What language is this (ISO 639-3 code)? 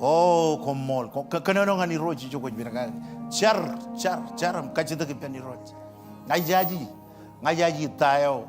mah